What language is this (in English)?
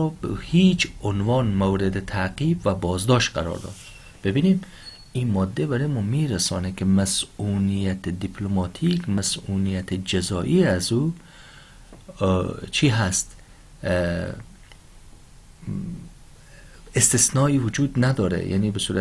Persian